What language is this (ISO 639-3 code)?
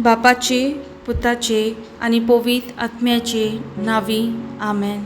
kok